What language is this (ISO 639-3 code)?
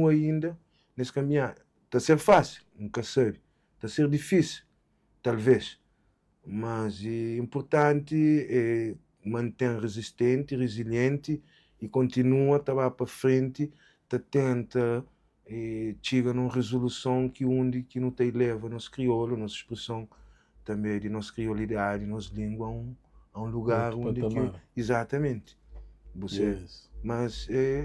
kea